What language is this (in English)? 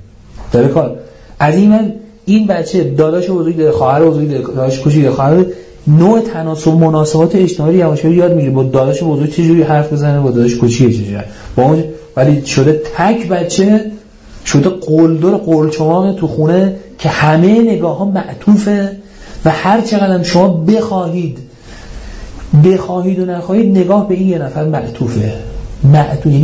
Persian